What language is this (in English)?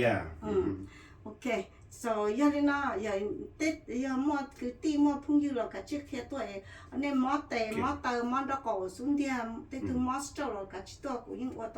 Hmong